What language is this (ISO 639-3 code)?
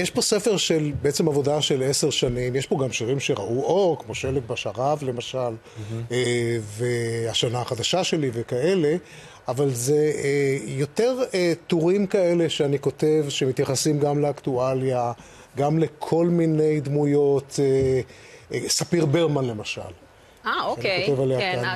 heb